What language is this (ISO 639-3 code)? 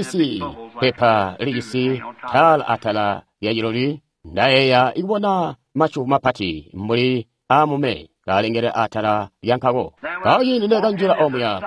toi